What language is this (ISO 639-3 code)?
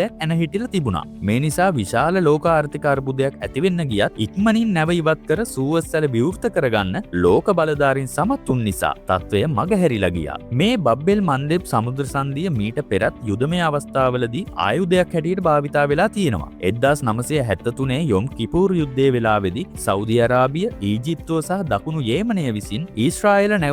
sin